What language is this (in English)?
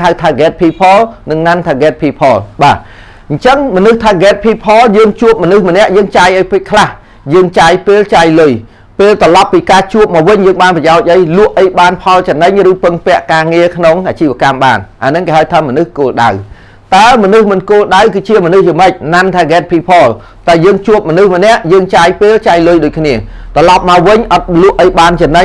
Khmer